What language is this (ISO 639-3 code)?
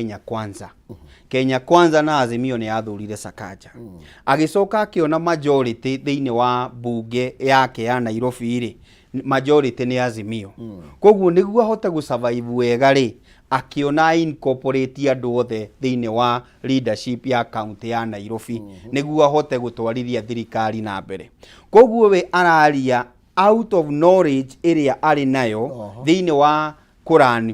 kik